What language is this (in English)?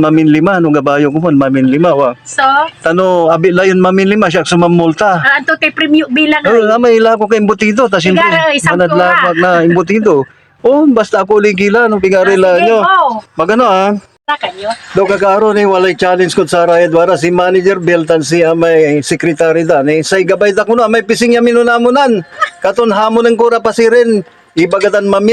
Pangasinan